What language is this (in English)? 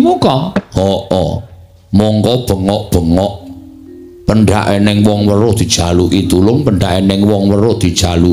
Javanese